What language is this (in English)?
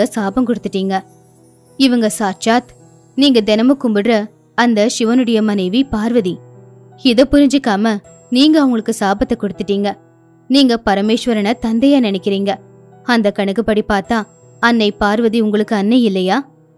Tamil